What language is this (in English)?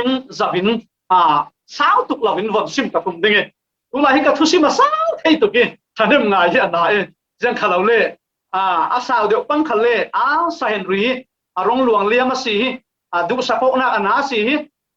Falam Chin